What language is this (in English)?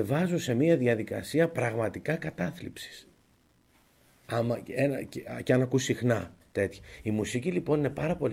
Greek